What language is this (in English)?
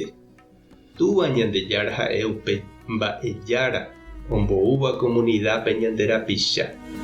Guarani